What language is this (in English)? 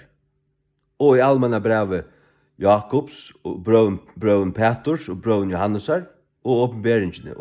Faroese